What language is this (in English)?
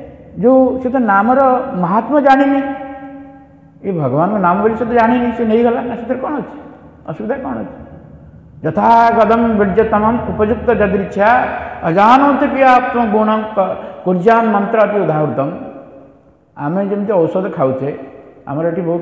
Odia